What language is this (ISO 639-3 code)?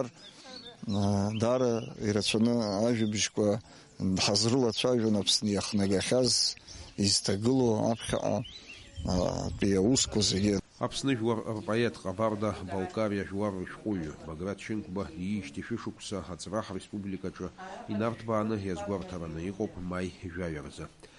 abk